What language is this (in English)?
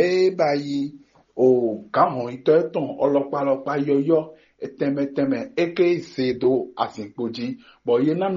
Fon